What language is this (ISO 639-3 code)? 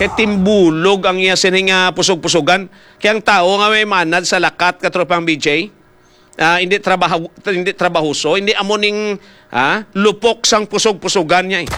hil